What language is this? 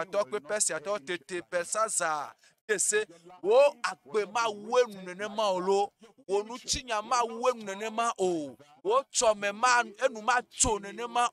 Ewe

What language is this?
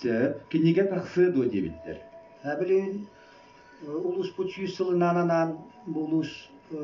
Yakut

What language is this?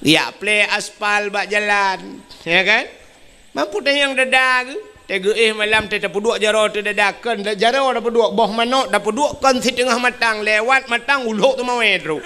Achinese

